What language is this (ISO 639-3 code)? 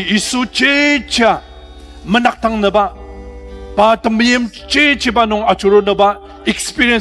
njo